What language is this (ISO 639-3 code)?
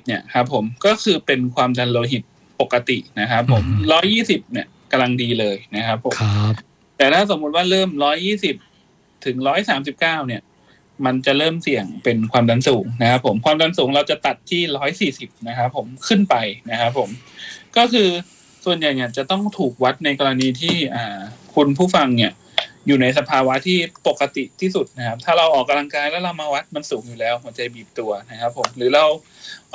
tha